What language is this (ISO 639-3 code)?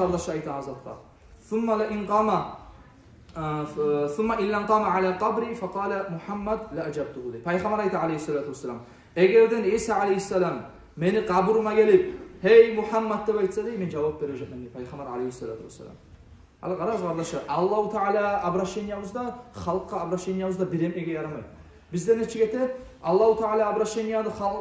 kum